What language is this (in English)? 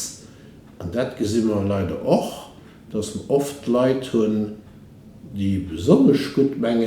Luxembourgish